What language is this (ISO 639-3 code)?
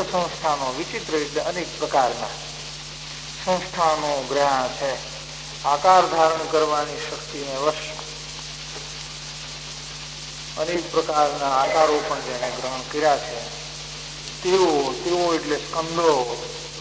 guj